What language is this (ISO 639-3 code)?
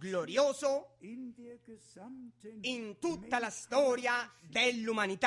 ita